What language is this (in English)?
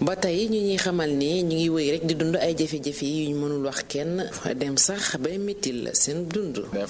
Wolof